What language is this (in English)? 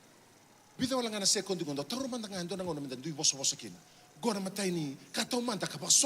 Fijian